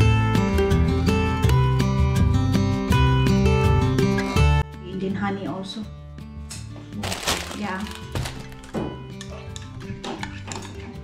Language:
Filipino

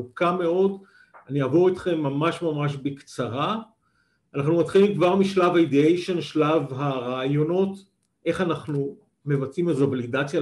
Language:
Hebrew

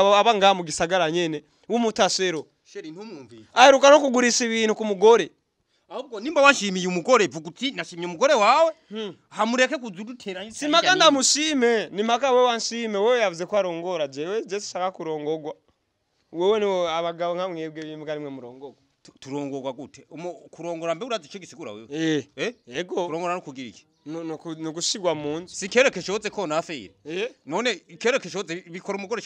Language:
Rundi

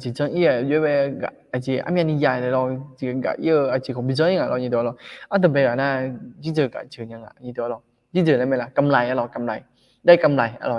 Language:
Akha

